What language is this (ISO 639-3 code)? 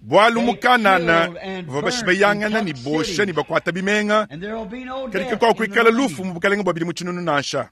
lua